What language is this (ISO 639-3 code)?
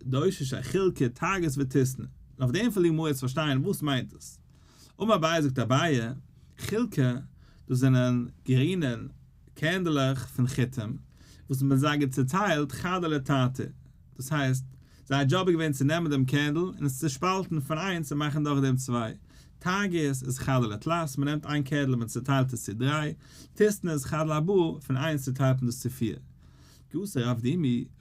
yid